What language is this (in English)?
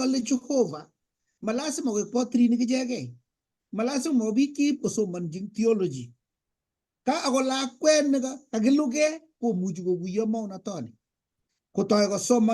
Kalenjin